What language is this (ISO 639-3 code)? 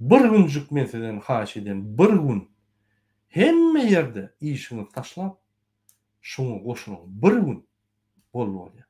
tuk